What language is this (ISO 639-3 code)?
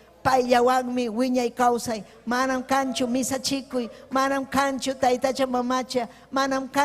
quy